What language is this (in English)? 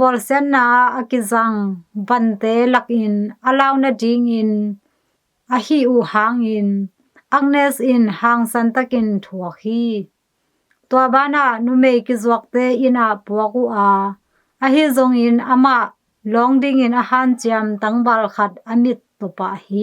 Tedim Chin